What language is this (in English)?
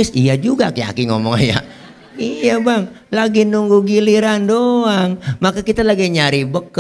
Betawi